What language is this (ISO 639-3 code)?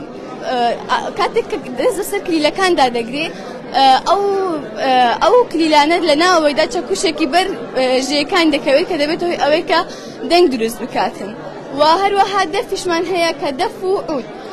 ckb